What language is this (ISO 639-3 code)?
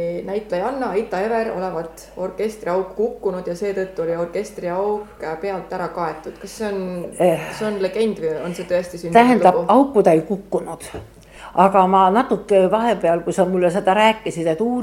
est